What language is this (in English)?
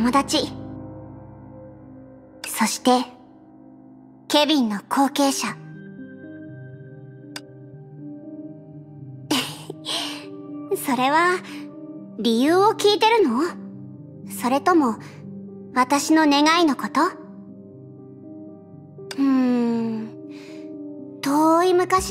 Japanese